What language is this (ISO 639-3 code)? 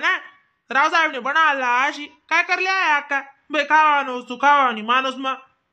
khn